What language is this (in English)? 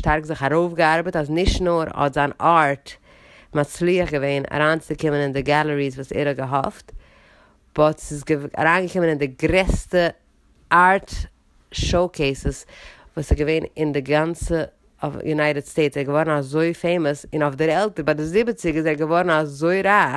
Yiddish